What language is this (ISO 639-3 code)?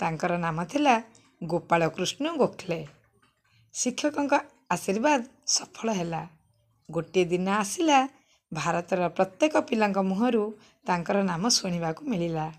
ori